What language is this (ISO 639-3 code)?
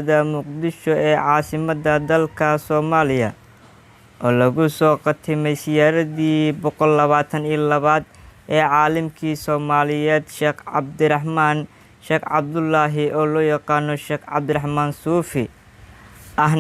som